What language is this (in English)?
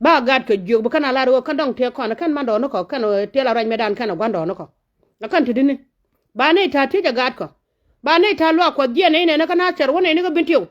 Nuer